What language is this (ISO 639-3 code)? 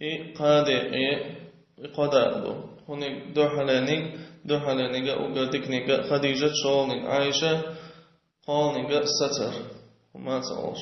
che